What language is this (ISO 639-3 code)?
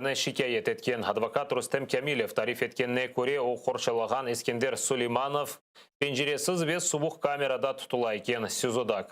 crh